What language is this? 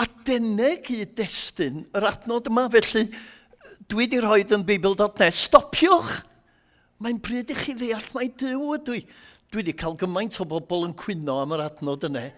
Welsh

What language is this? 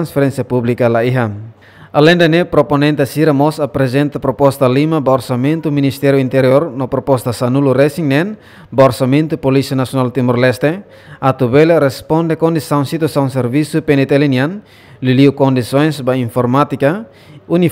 Tetum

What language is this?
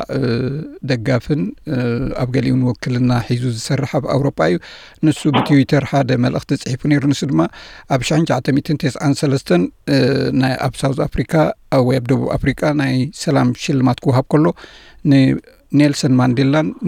Tigrinya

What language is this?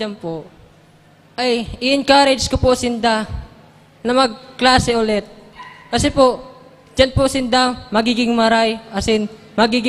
Bikol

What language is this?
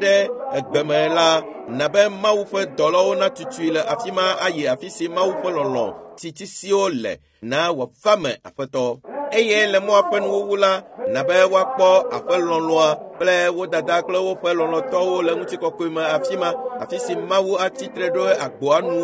Ewe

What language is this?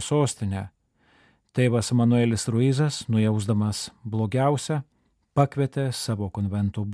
Lithuanian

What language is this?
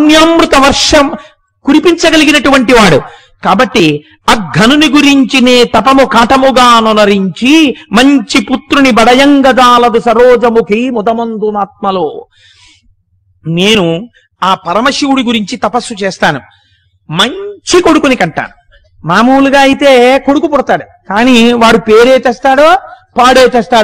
Telugu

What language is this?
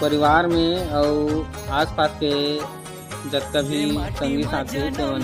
Chhattisgarhi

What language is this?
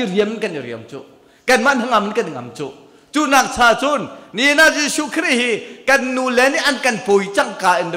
Hakha Chin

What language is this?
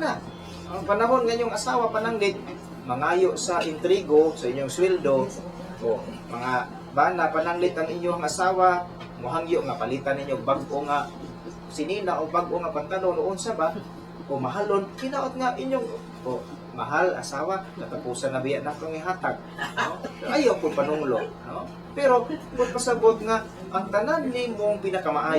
Cebuano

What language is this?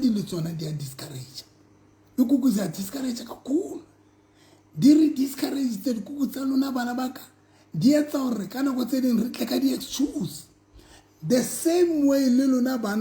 Southern Sotho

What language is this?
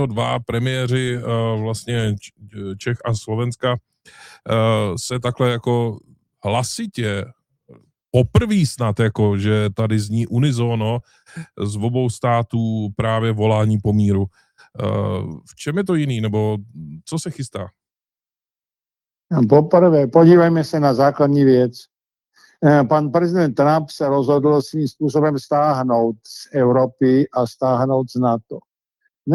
Czech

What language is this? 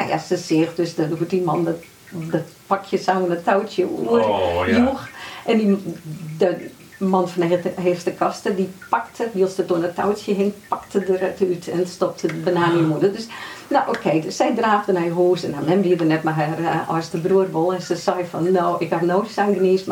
Western Frisian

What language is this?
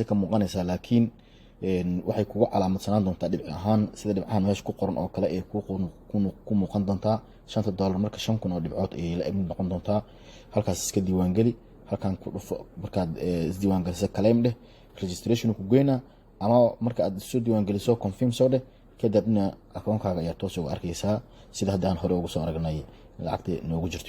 Somali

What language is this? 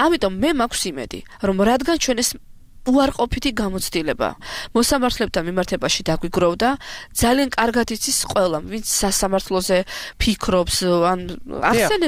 Georgian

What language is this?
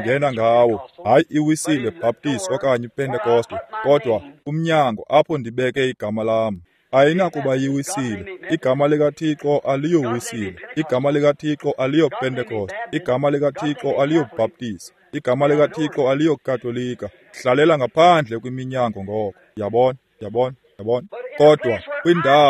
Xhosa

